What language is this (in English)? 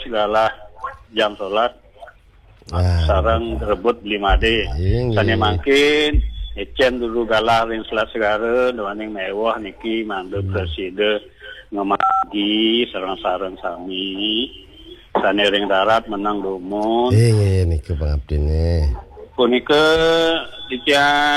Balinese